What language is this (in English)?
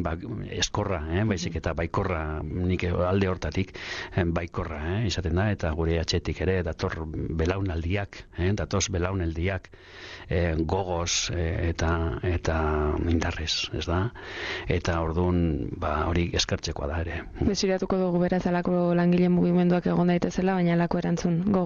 Basque